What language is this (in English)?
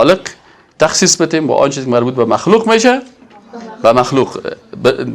Persian